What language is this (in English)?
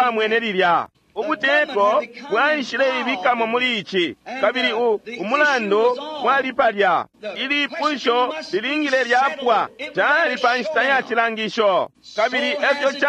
Bemba